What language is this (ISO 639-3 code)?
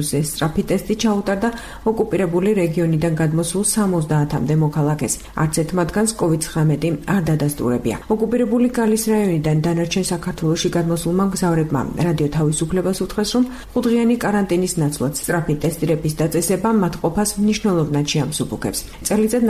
kat